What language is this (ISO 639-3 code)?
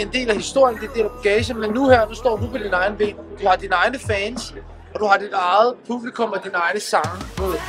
dan